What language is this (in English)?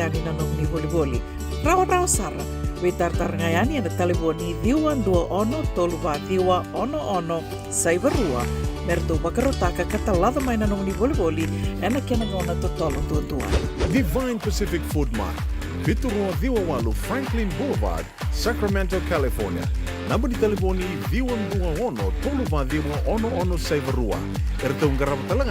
Fijian